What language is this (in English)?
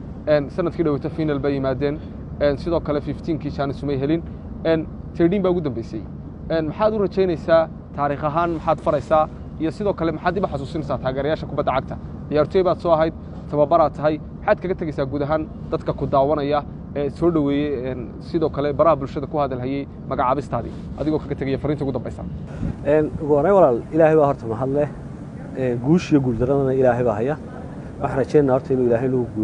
Somali